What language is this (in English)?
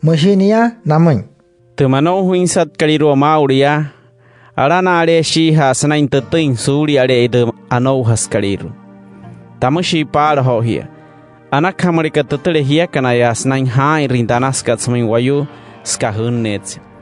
Wayuu